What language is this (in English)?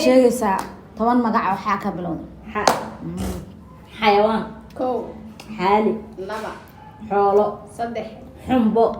Somali